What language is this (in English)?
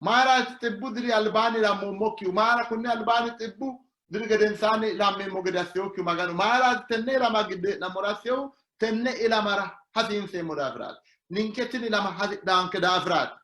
Sidamo